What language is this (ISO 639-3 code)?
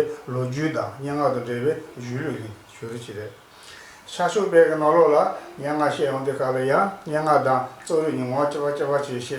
bod